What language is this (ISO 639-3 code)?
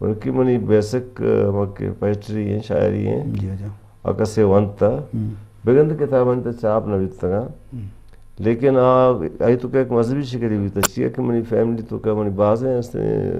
bgp